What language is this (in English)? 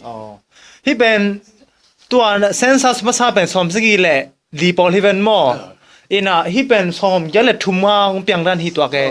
Tedim Chin